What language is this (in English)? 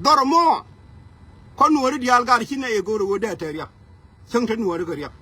Nuer